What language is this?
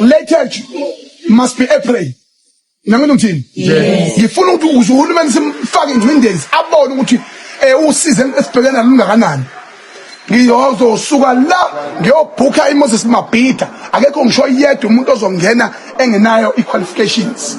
Zulu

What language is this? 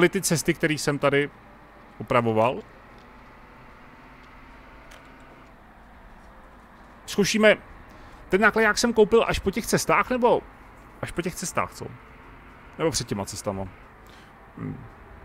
Czech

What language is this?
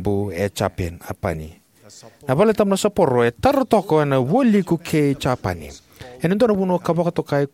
Fijian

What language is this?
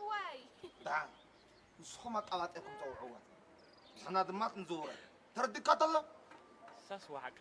Tigrinya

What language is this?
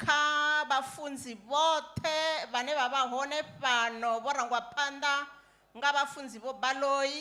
Venda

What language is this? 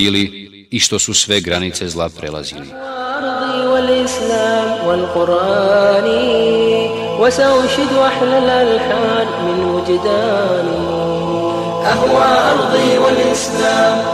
Bosnian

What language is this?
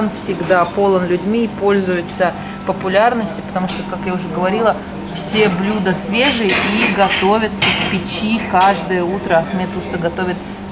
Russian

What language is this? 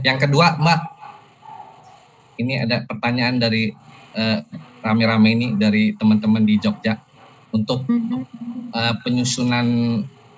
Indonesian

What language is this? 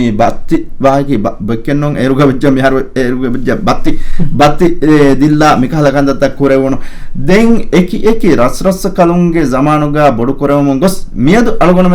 Divehi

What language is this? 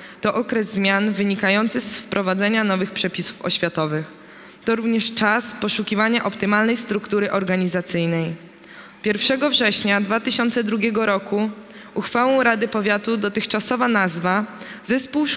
Polish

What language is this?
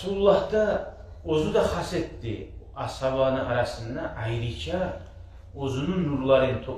Kumyk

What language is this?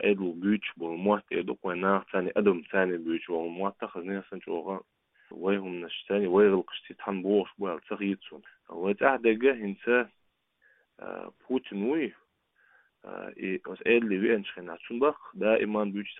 Chechen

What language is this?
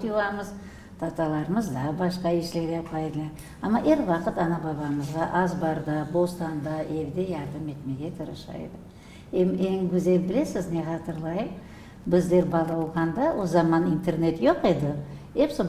Crimean Tatar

